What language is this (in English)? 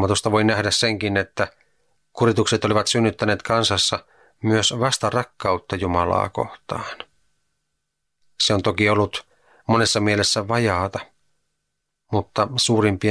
Finnish